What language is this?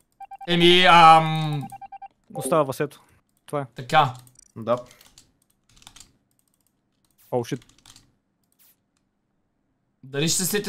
Bulgarian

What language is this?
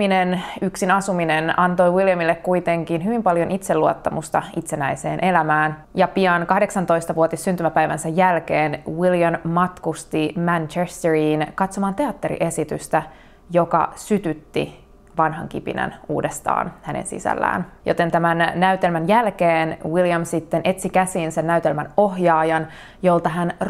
Finnish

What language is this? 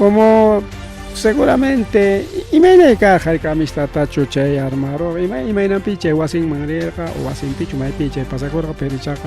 Ayacucho Quechua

